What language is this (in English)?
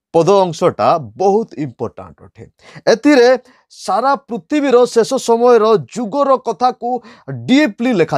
Odia